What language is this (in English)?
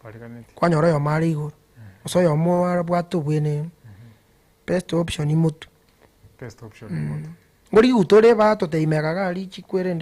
Gusii